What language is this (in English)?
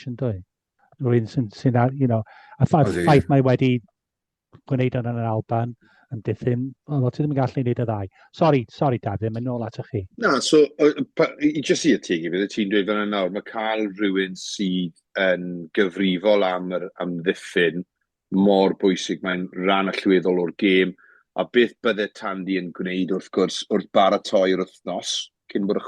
Welsh